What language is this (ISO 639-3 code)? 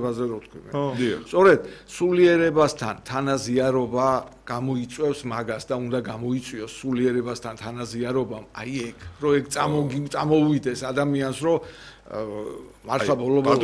kat